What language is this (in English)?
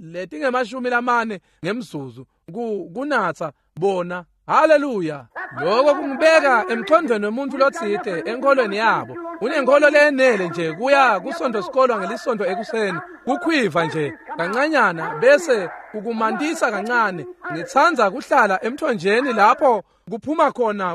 Swati